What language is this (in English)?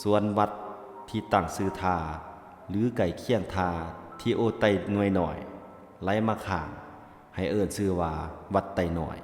Lao